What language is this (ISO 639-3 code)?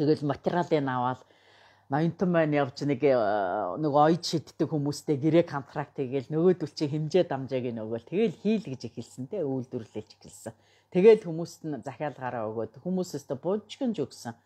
mon